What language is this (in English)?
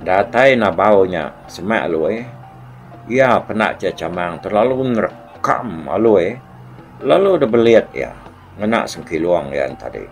Iban